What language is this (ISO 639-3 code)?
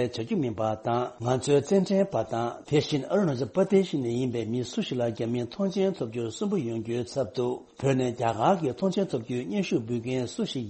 bod